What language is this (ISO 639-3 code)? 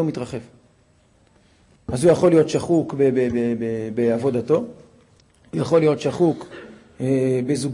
heb